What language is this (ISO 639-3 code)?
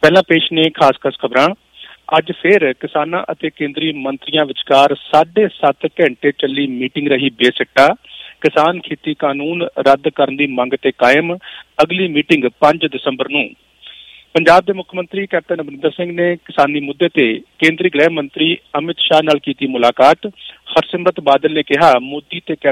pan